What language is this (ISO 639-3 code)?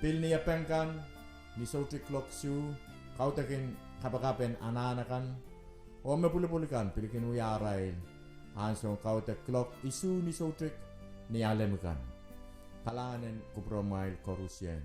pon